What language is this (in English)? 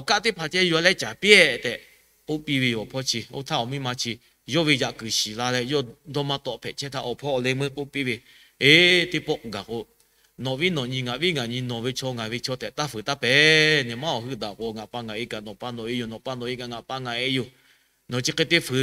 Lahu